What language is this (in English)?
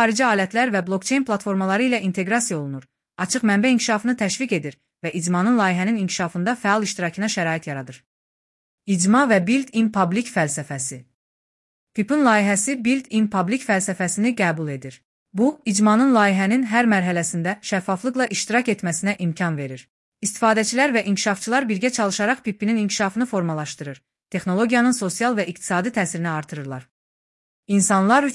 Azerbaijani